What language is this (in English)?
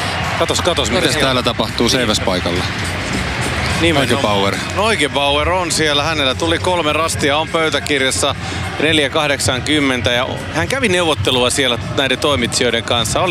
Finnish